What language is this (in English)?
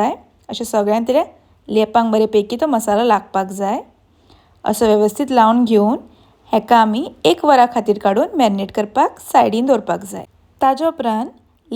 Konkani